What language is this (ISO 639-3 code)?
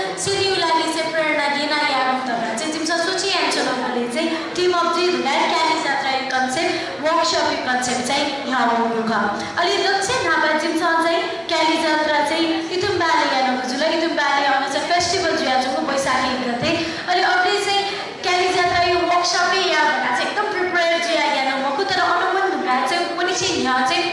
new